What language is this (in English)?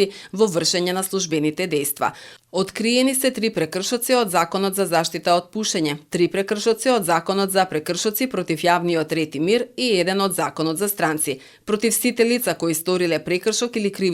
Macedonian